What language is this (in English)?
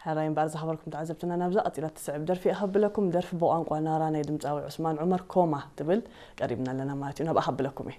Tigrinya